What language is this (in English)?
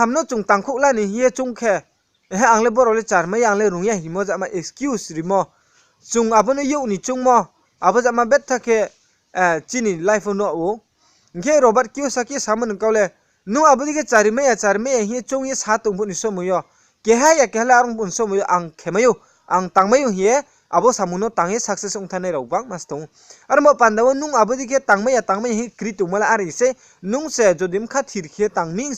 Riang (India)